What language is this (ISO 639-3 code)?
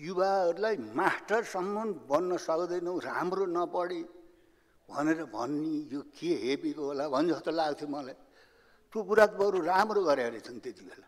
nep